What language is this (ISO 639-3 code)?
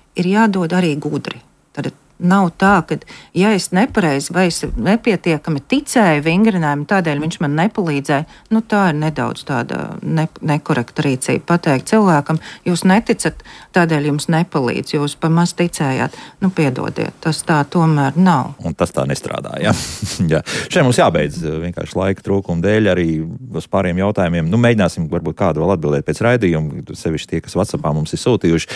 lav